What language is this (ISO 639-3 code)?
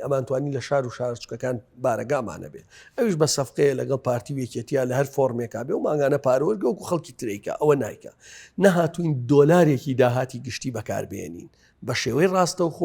ckb